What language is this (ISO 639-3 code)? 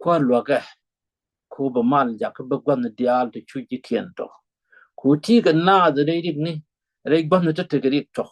nus